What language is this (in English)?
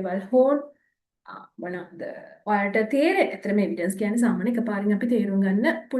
Sinhala